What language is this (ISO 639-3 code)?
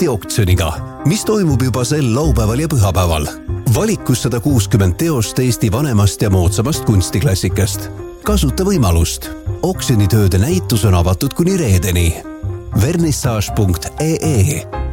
est